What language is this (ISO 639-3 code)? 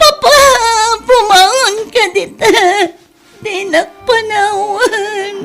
ilo